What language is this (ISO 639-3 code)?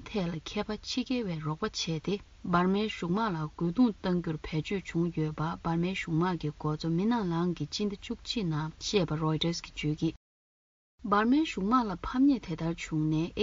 bod